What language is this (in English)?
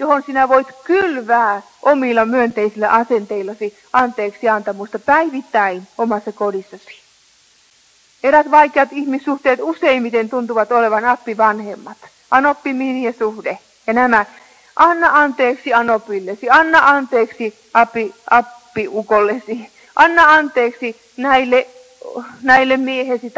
Finnish